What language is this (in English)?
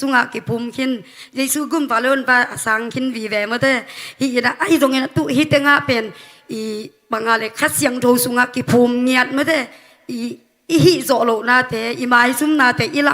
Tedim Chin